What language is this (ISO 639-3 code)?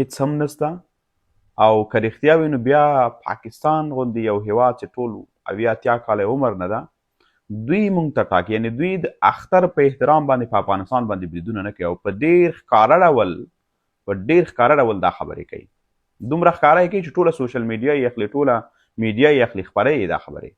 pus